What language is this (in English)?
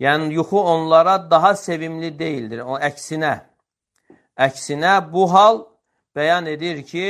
Azerbaijani